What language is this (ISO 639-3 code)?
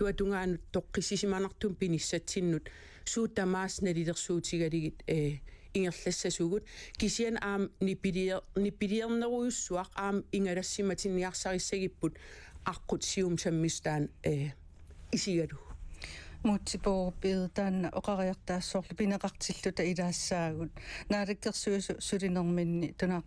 kal